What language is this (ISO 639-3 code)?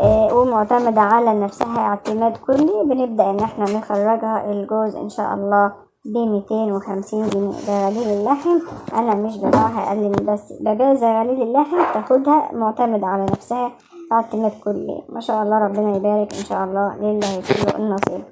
arz